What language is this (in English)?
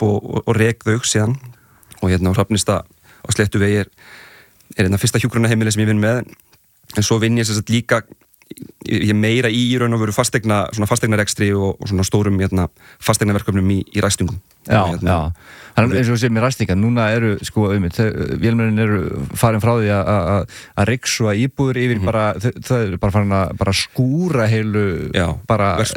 Icelandic